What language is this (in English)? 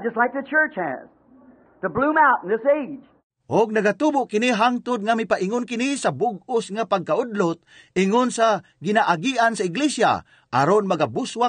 Cebuano